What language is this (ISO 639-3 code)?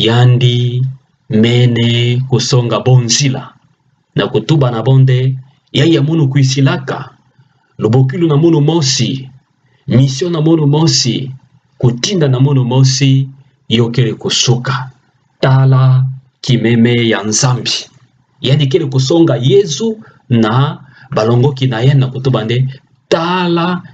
ktu